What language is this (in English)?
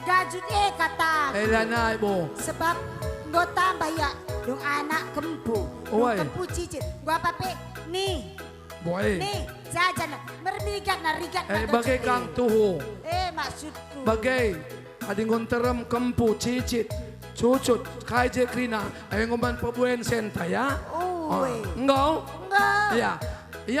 Batak Karo